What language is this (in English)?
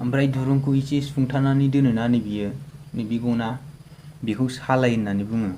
Bodo